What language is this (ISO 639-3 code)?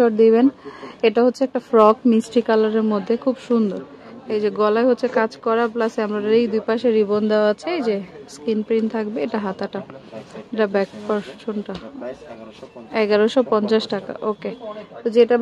ben